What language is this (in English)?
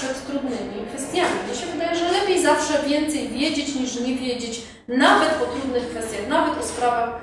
Polish